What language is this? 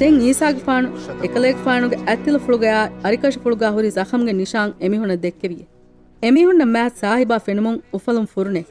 Divehi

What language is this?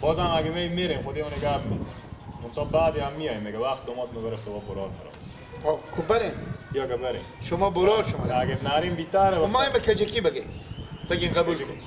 Persian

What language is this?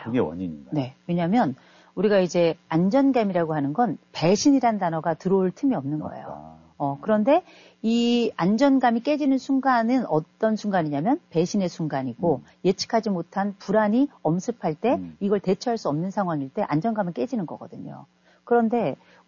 Korean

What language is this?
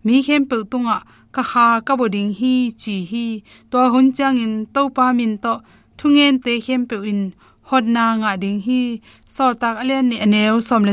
Tedim Chin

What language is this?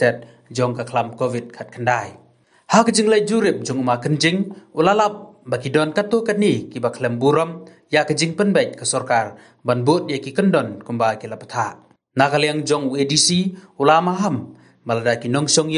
Khasi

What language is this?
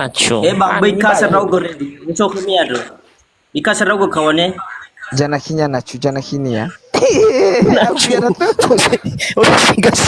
Nias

